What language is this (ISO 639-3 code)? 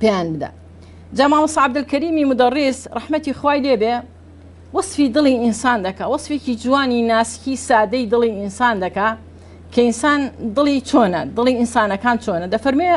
ckb